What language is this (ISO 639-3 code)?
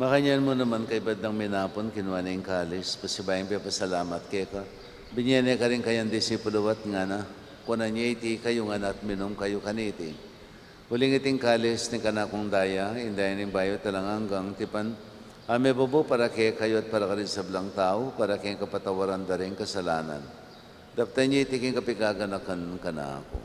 pam